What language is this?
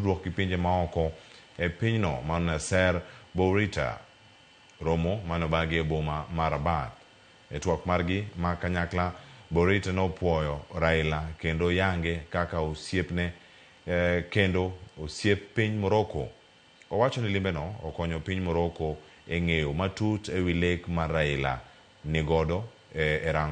Luo (Kenya and Tanzania)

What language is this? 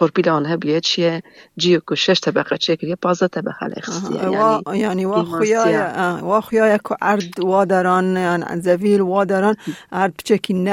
Kurdish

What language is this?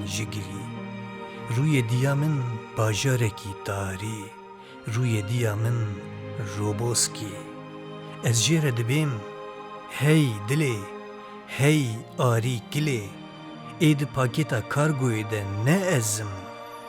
Kurdish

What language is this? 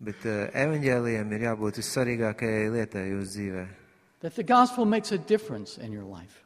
Latvian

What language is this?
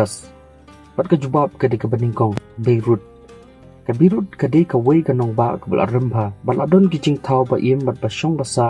Khasi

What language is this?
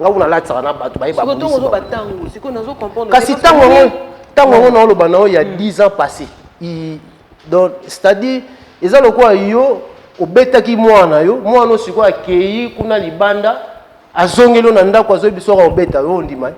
Lingala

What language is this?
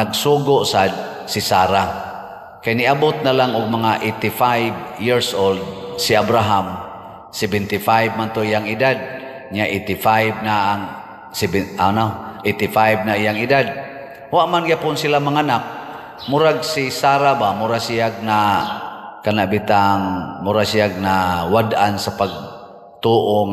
Cebuano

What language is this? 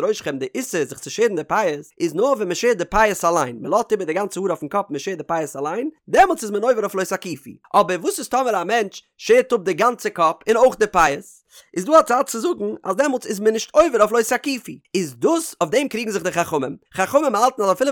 Yiddish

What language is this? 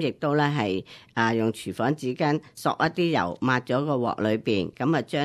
Cantonese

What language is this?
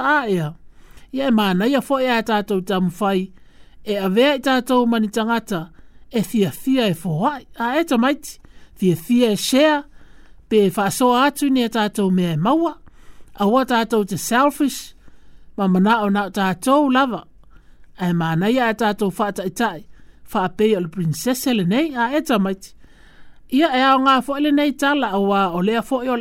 Samoan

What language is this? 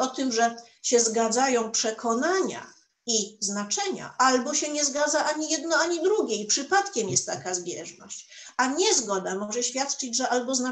Polish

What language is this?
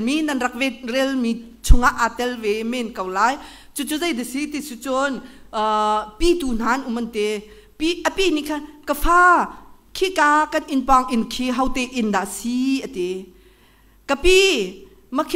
Hakha Chin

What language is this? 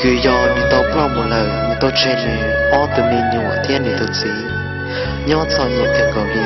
Hmong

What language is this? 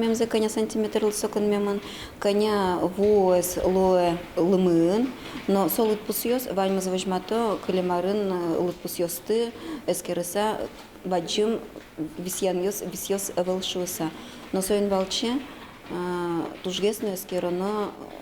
Udmurt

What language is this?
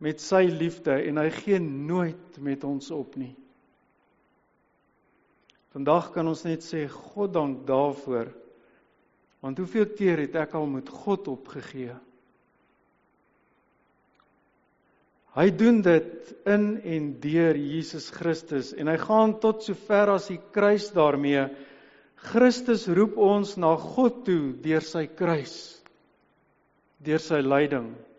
Afrikaans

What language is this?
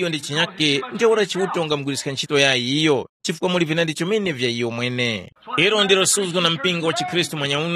Tumbuka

